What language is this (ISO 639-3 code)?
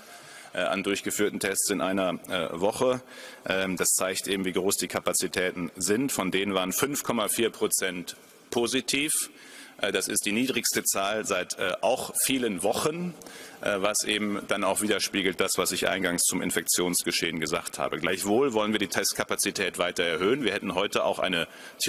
deu